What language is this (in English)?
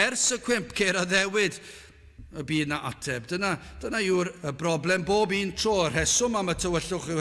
Welsh